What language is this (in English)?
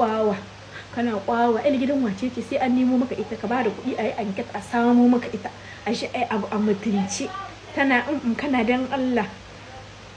Hausa